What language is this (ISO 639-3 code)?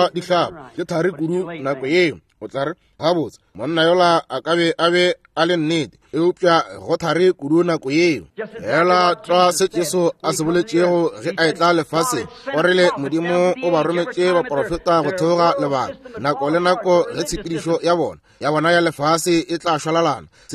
nso